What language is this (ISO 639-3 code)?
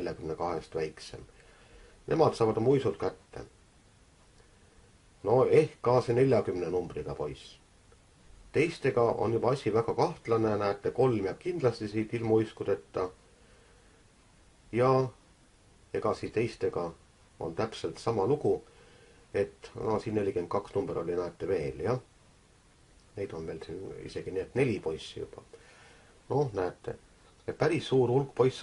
est